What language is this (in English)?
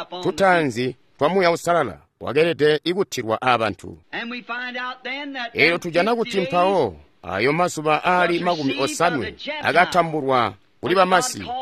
Tonga (Zambia)